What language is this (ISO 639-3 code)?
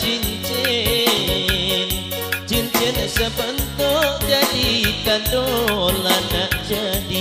msa